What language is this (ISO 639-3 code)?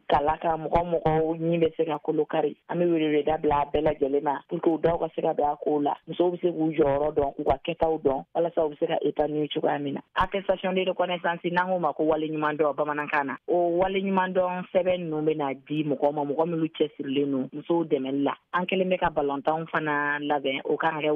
bam